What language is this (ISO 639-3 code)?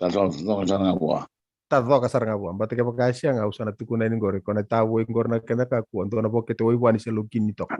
fij